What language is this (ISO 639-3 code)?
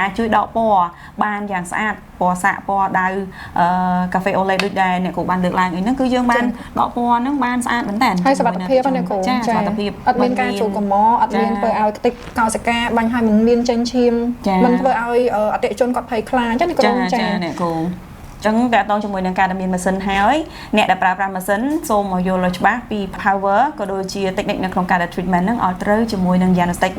khm